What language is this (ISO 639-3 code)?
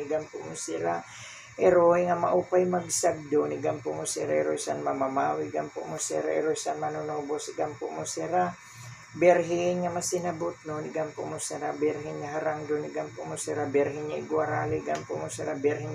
war